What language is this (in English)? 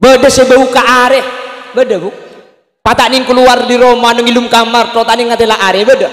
Madurese